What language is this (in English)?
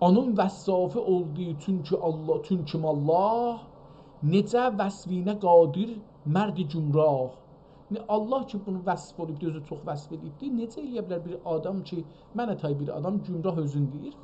South Azerbaijani